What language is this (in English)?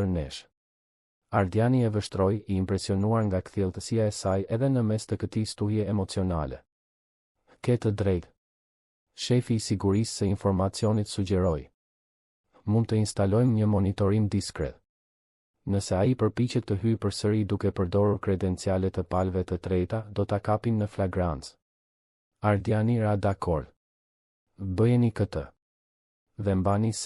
Albanian